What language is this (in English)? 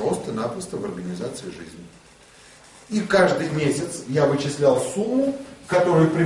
Russian